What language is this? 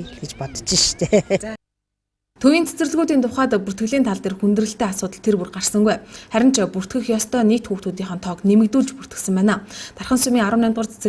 Mongolian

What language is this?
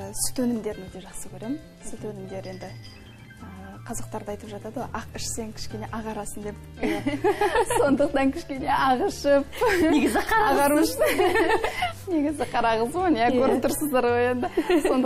Kazakh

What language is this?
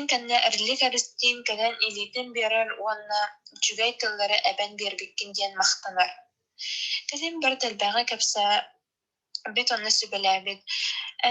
Yakut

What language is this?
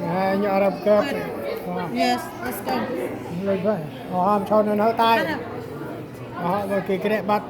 Central Mnong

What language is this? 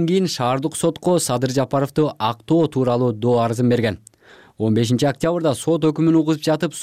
Kyrgyz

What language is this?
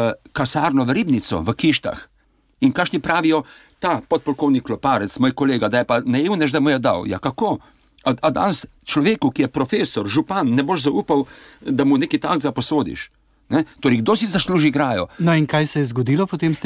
Slovenian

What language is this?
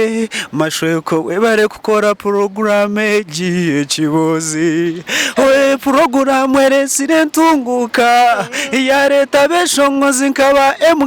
Nyankole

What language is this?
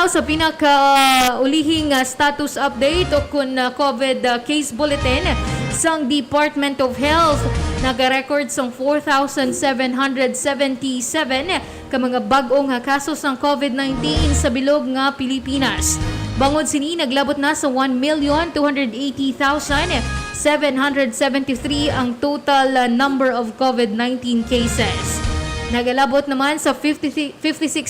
Hiligaynon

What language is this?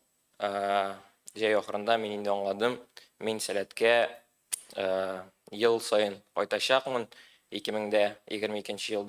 Tatar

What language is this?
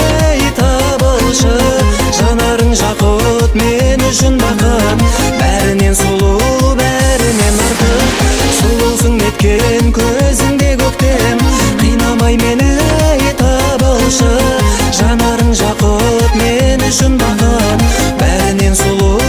Kazakh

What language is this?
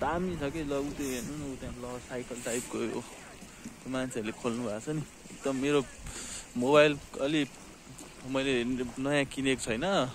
Nepali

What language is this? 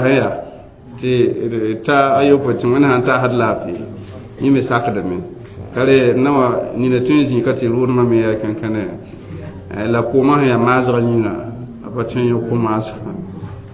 Mossi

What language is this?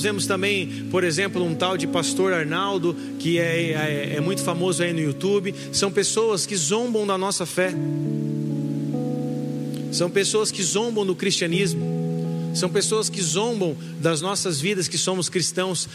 Portuguese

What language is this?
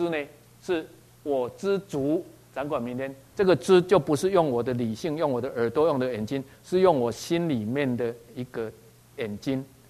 Chinese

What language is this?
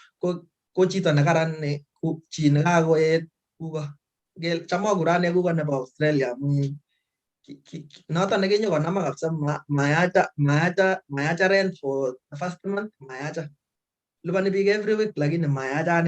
Kalenjin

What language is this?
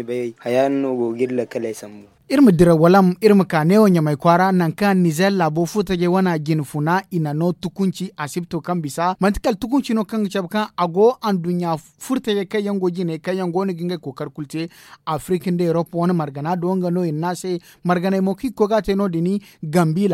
Zarma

